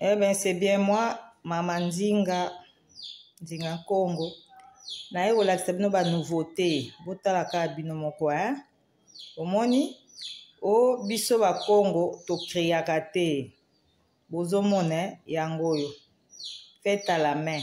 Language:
Lingala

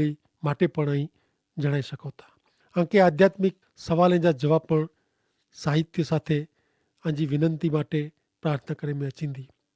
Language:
Kachhi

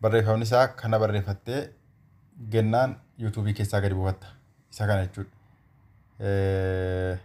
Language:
Oromo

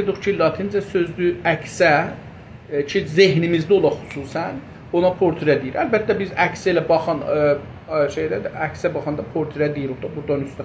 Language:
South Azerbaijani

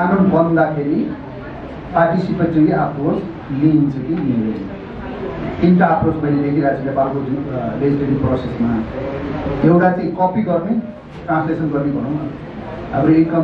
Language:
Nepali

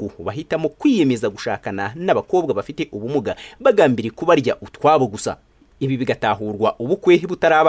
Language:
Kinyarwanda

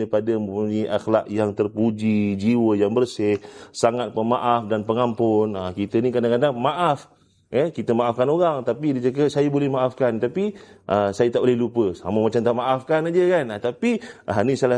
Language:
Malay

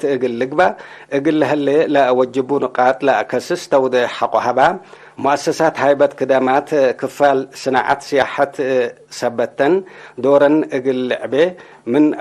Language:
Tigre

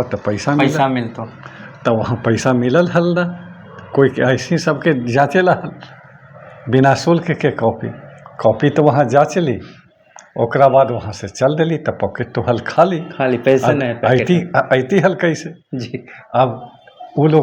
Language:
Magahi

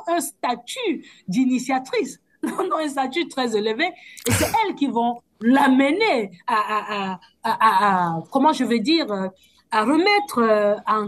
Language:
French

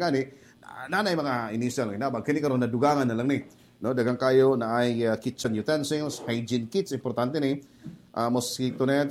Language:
Cebuano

